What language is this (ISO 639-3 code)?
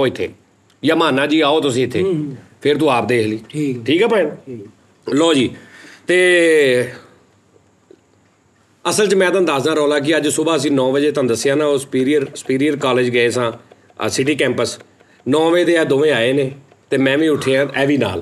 pan